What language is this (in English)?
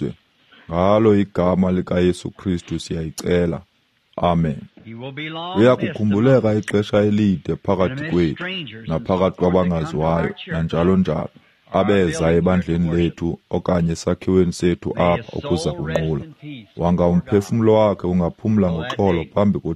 Xhosa